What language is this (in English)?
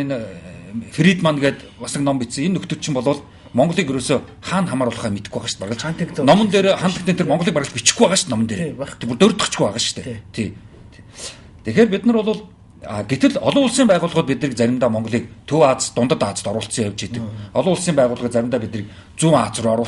Mongolian